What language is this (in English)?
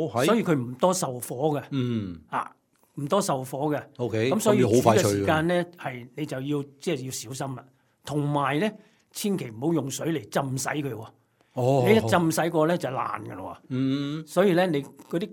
Cantonese